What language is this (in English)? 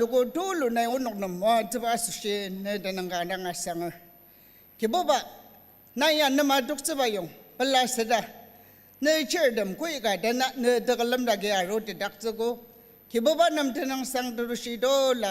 Ao Naga